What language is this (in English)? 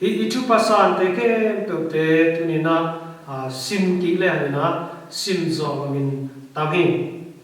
Tedim Chin